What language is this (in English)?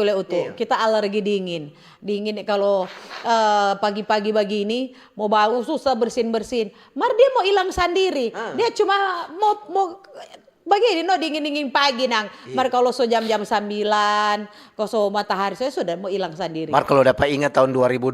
Manado Malay